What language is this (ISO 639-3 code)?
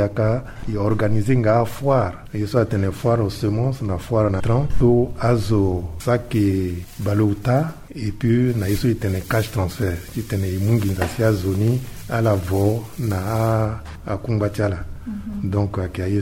sag